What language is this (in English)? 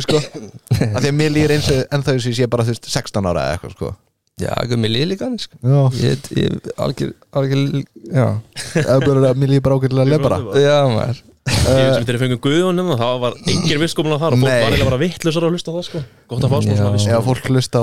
Icelandic